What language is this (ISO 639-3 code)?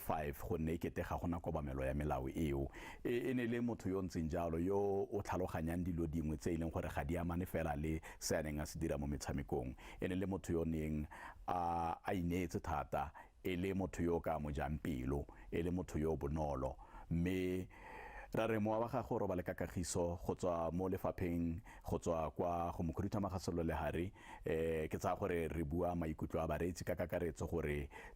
tsn